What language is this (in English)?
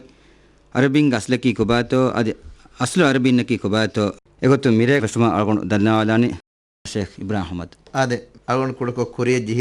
Divehi